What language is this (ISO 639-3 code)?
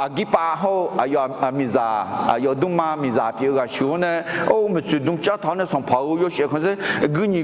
ahk